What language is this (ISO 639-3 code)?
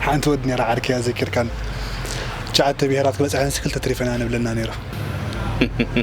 tir